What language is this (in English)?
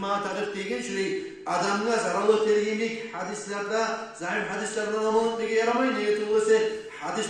Kumyk